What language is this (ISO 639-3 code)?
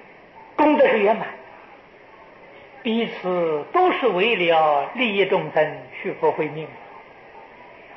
zho